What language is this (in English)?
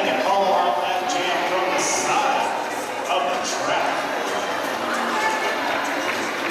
English